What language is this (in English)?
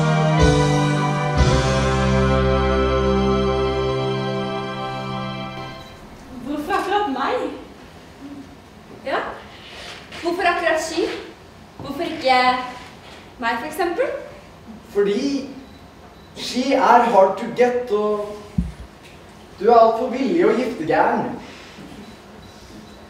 Norwegian